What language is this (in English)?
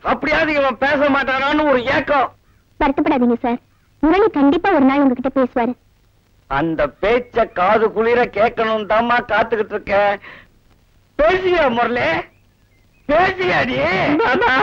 Tamil